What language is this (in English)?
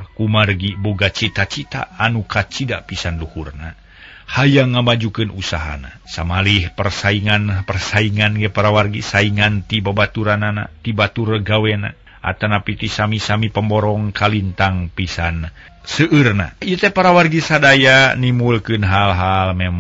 Sundanese